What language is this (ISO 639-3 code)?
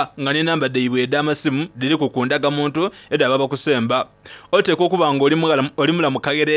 xog